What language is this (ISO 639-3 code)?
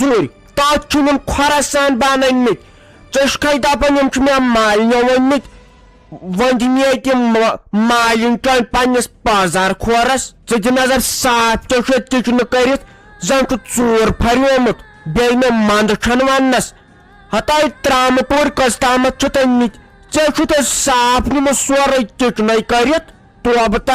kas